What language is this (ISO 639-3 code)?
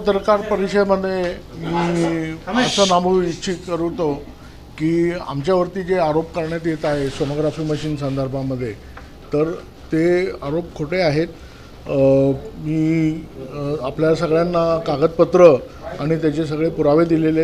mar